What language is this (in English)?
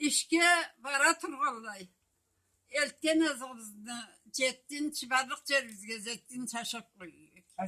Karachay-Balkar